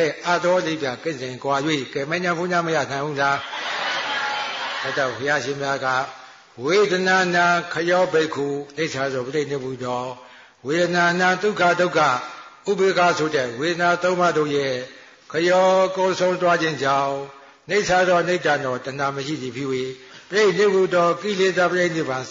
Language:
Burmese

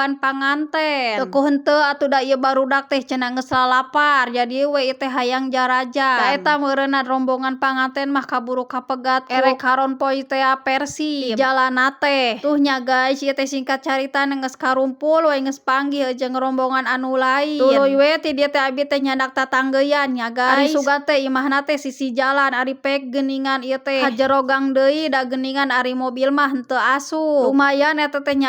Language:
Sundanese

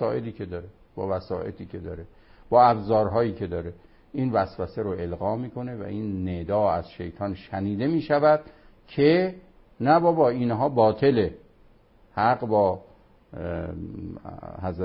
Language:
Persian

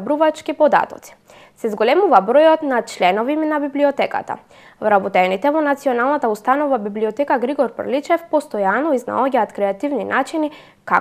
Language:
Macedonian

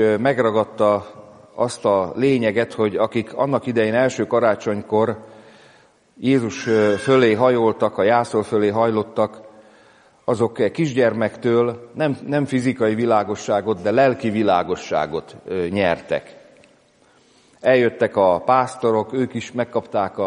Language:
Hungarian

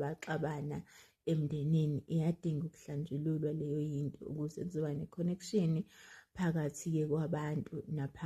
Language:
Zulu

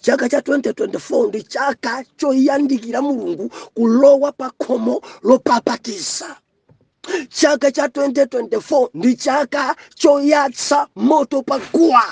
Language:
Nyanja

